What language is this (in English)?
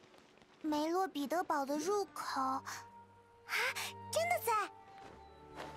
Chinese